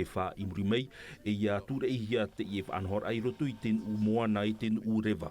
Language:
Tahitian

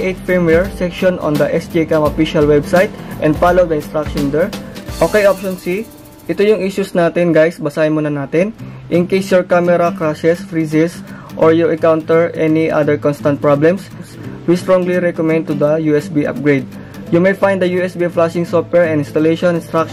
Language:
Filipino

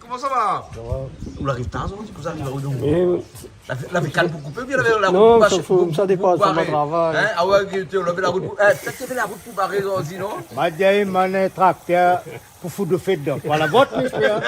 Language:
Réunion Creole French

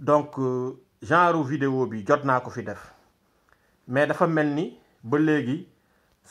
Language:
Wolof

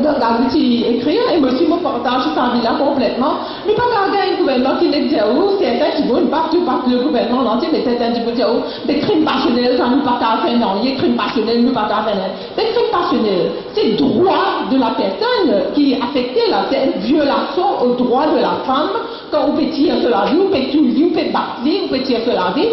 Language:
Morisyen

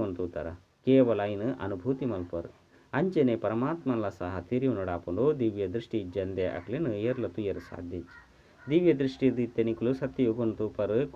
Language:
Tulu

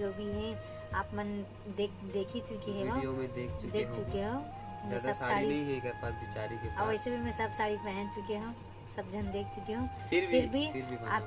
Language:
Chhattisgarhi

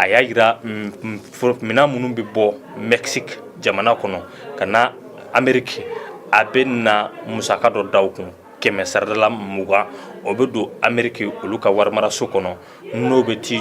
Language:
Bambara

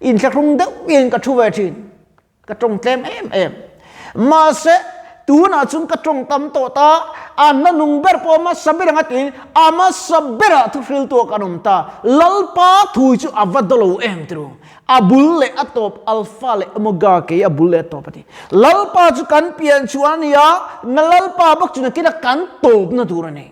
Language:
Mizo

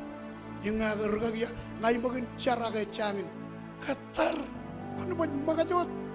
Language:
Marshallese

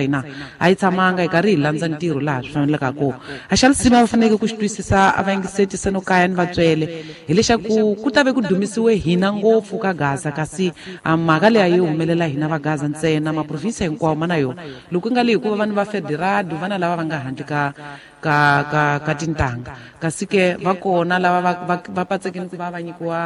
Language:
Tsonga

